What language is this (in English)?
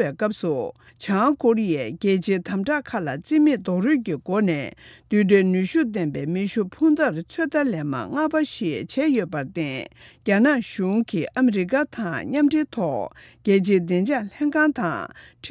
Tibetan